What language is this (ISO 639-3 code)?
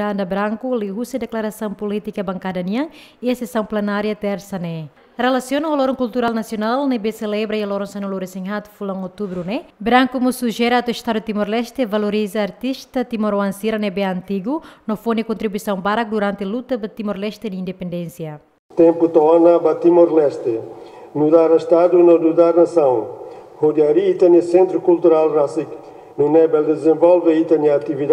tet